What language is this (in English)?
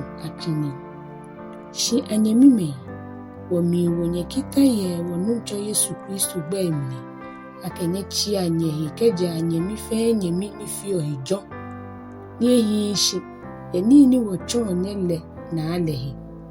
Ga